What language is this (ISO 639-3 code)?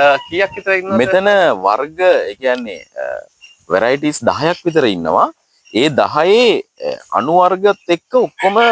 sin